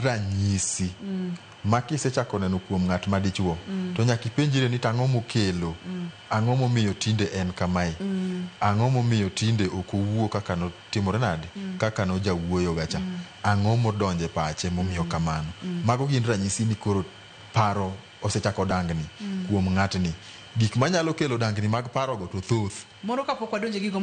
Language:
Luo (Kenya and Tanzania)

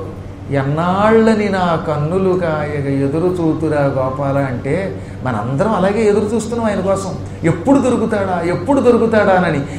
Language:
Telugu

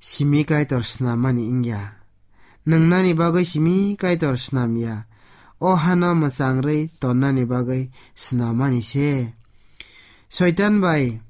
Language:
Kok Borok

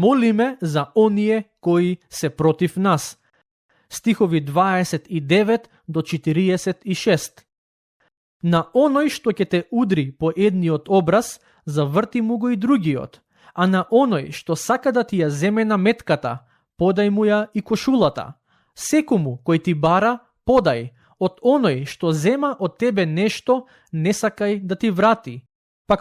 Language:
Macedonian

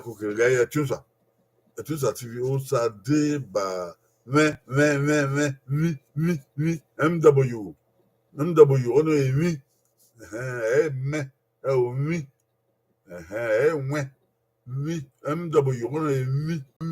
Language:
Bini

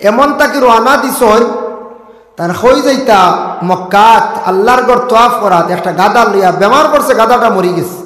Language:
Sylheti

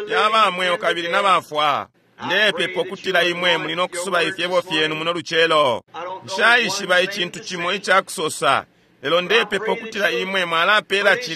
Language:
Bemba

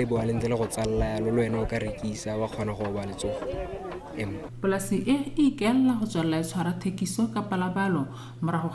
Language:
Tswana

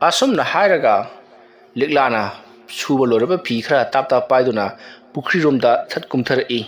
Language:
Manipuri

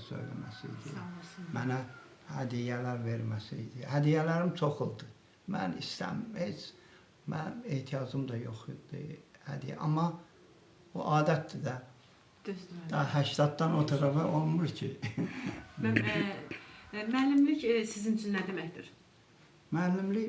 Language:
Azerbaijani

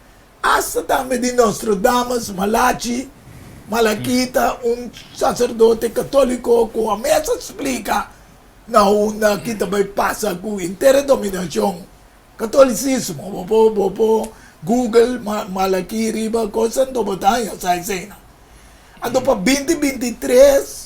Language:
Papiamento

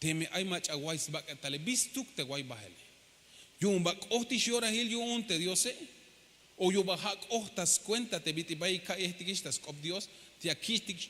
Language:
Tzeltal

